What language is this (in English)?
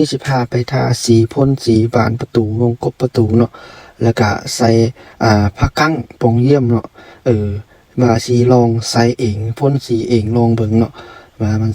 Lao